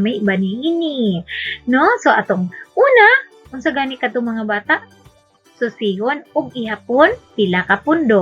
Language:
Cebuano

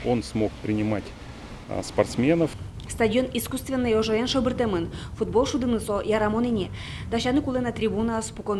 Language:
Udmurt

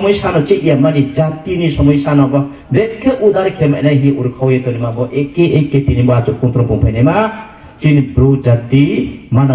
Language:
Riang (India)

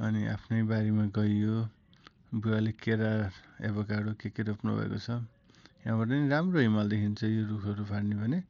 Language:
Nepali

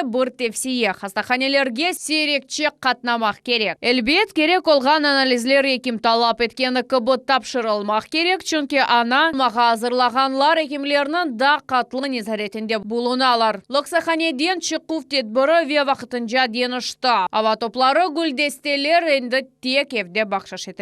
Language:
Crimean Tatar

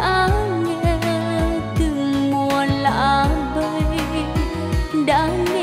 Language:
Vietnamese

